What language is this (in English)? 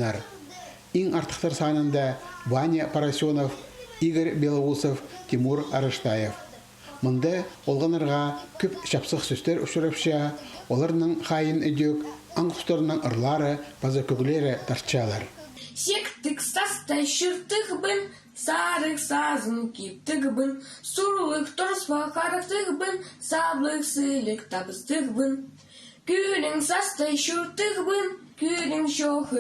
Khakas